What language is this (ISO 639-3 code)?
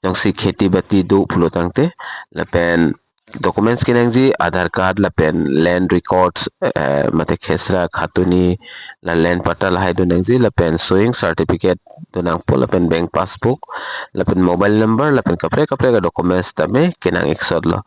mjw